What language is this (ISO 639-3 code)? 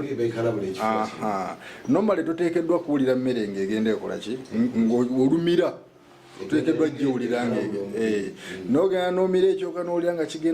lug